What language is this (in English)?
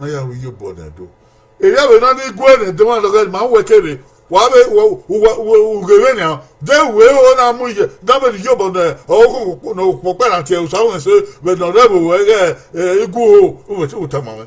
Bini